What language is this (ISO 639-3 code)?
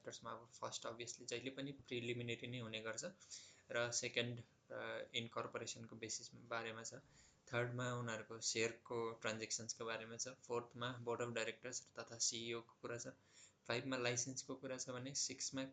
nep